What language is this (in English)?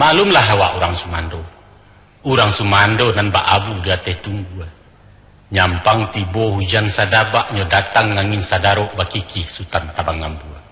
Minangkabau